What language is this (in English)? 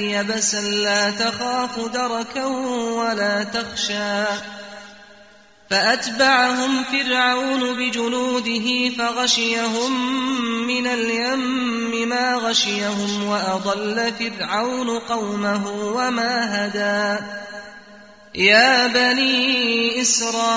Arabic